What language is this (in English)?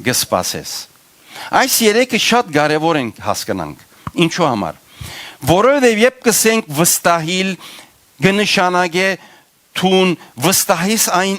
Western Armenian